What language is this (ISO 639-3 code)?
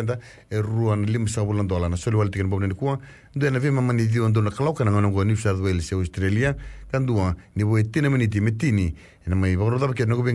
fij